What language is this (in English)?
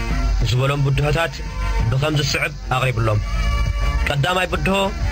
Tigrinya